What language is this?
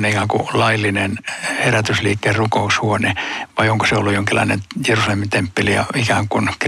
Finnish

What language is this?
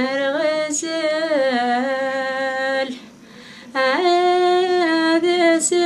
Kabyle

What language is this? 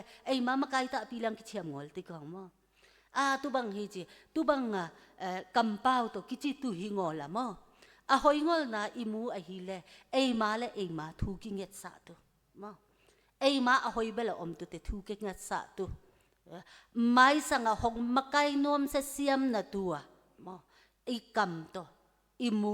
Tedim Chin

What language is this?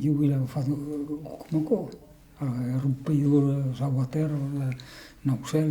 Occitan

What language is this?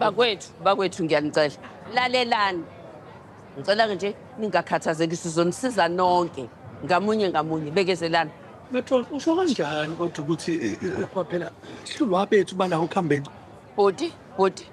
Zulu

